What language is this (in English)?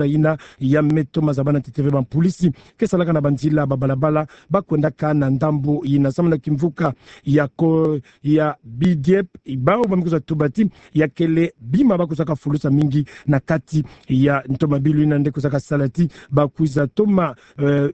Kituba (Democratic Republic of Congo)